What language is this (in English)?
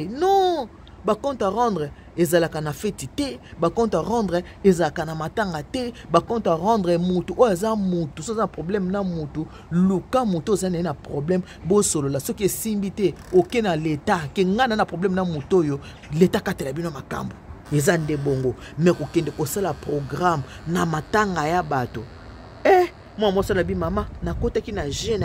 Lingala